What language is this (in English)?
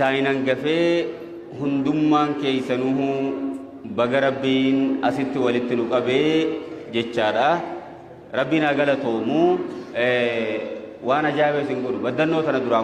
Oromo